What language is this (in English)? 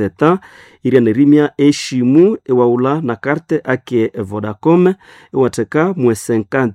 Nande